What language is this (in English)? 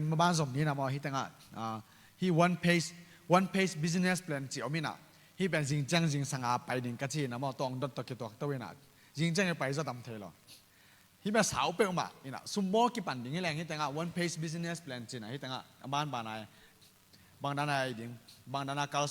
Tedim Chin